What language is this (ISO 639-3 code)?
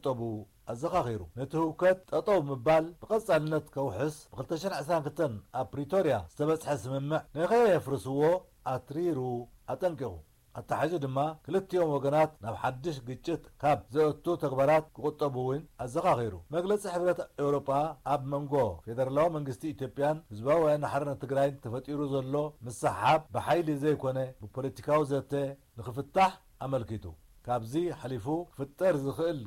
tir